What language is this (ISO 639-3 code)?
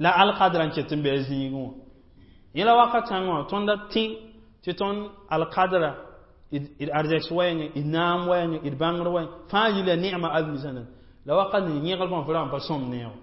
mos